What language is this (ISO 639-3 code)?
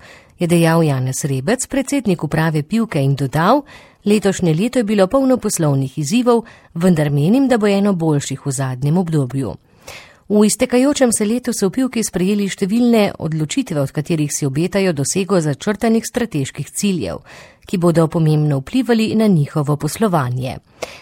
slv